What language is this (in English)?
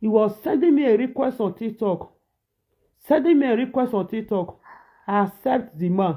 Nigerian Pidgin